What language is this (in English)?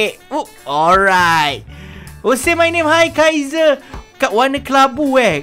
Malay